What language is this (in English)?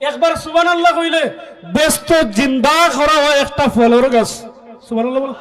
Sylheti